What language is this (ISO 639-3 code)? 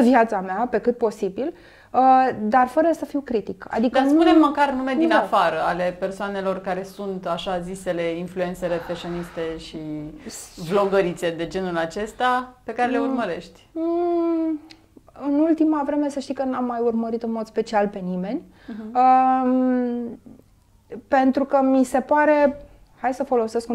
ron